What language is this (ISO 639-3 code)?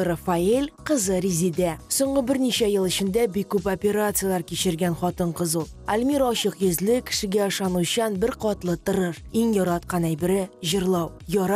tat